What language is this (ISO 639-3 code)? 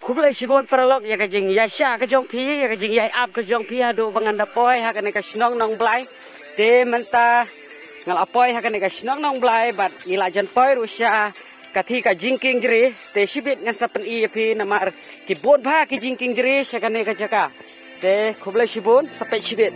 kha